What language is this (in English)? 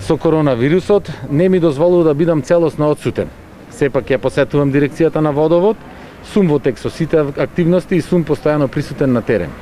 Macedonian